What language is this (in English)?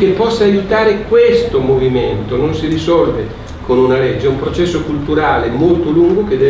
Italian